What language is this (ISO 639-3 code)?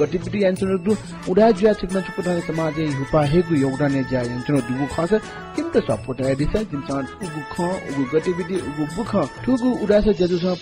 new